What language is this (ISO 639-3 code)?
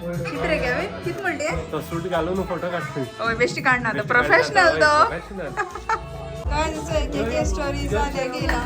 kok